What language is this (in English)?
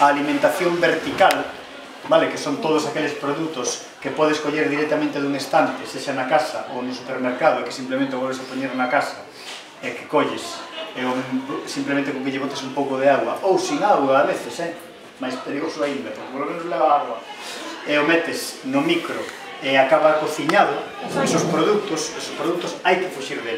Galician